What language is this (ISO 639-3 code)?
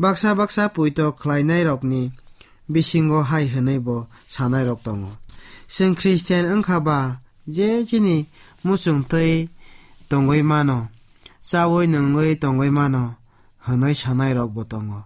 trp